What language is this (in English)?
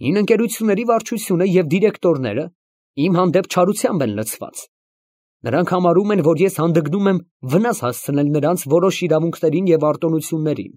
Armenian